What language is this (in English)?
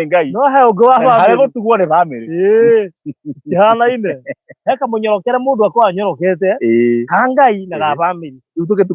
Kikuyu